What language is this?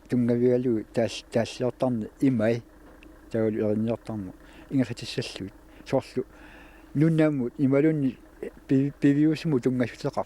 Kalaallisut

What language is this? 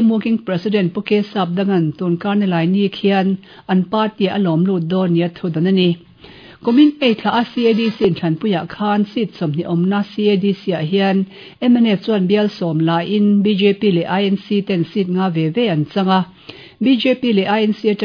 Mizo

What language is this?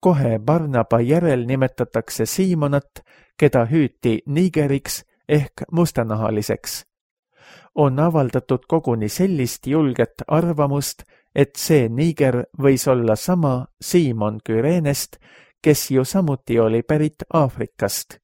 Estonian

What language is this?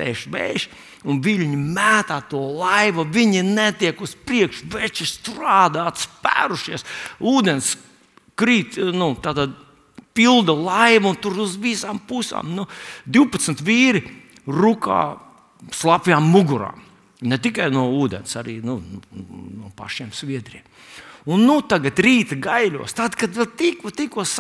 Latvian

